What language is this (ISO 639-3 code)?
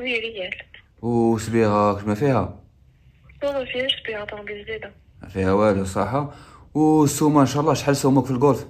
ary